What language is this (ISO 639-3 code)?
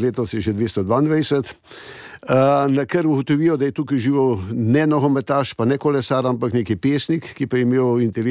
slv